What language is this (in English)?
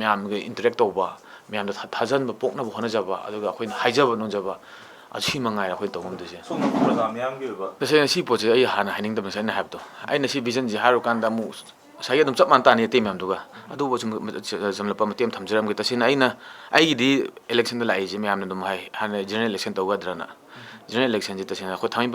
Manipuri